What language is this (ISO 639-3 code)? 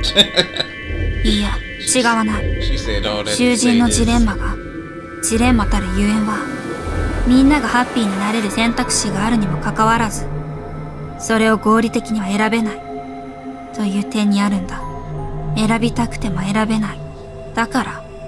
jpn